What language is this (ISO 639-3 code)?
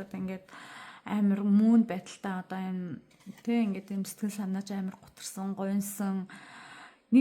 mon